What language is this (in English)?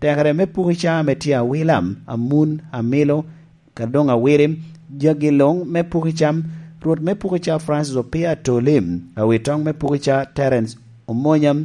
Lango (Uganda)